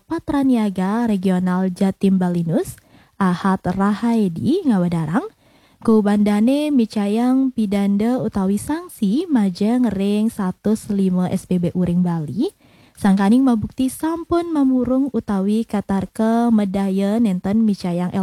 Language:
Balinese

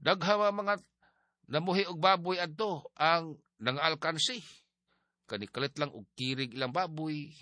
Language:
Cebuano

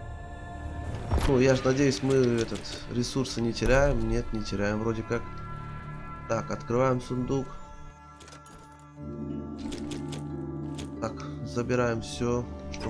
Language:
Russian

